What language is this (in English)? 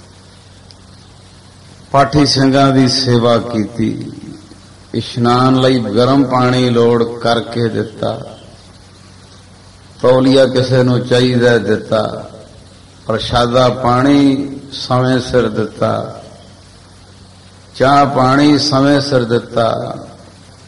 Punjabi